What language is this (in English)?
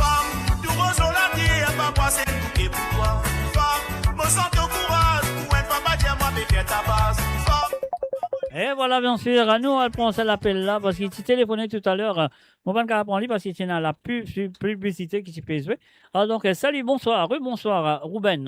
Morisyen